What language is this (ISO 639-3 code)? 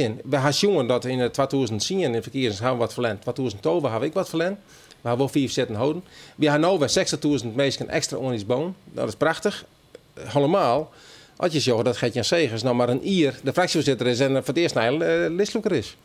fry